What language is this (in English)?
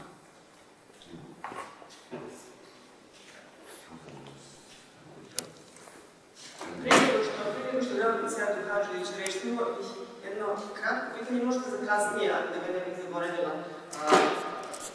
Serbian